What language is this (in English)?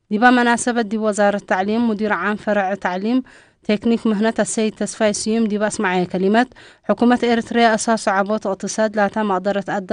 Tigre